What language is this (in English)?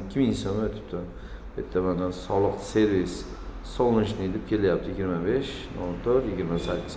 Uzbek